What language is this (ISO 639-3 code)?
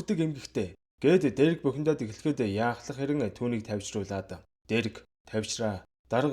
mon